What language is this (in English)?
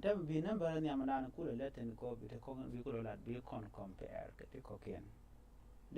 Nuer